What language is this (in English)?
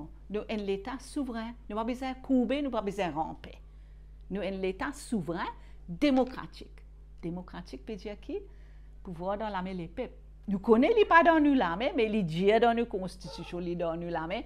Morisyen